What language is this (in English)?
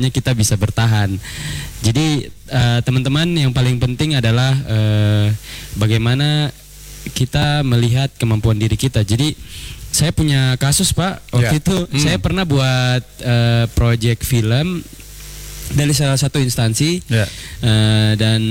Indonesian